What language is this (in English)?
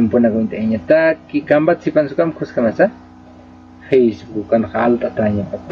Aymara